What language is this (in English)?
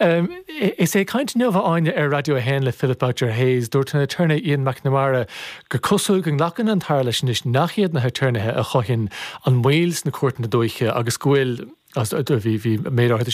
Irish